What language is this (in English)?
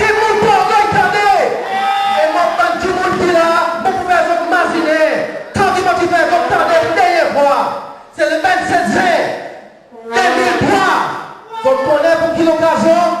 Seselwa Creole French